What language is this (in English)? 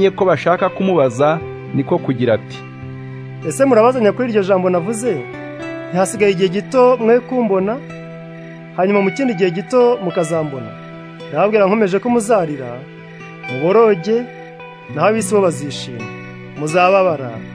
Kinyarwanda